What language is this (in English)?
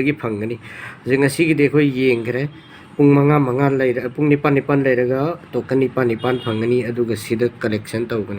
Manipuri